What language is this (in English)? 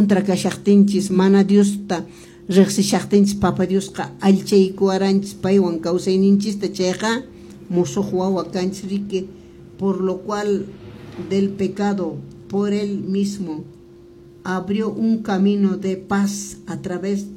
Quechua